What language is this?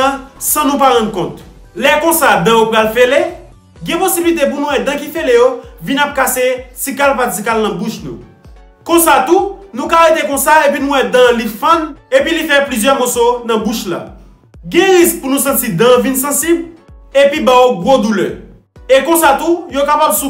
Haitian Creole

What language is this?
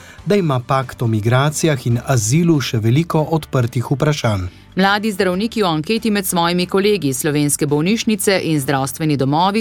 Slovenian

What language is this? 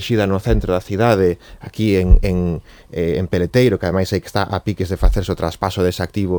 Galician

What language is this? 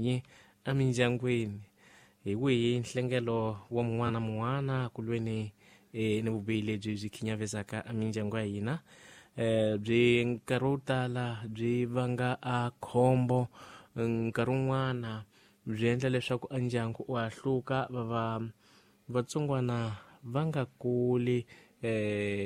Tsonga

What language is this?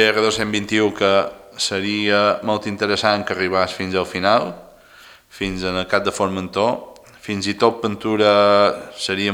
Catalan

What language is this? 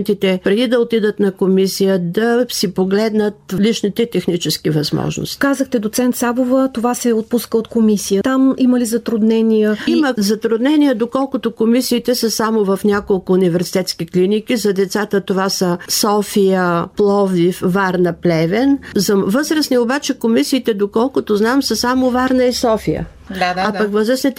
Bulgarian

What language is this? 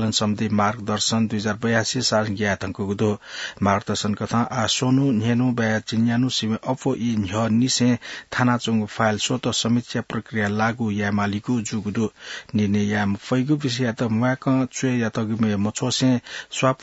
Newari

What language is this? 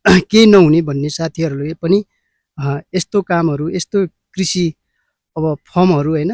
Nepali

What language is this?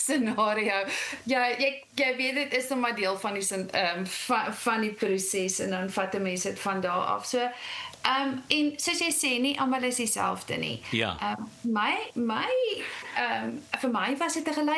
Afrikaans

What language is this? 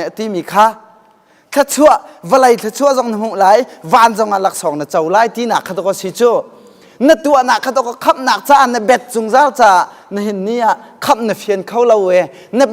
Hakha Chin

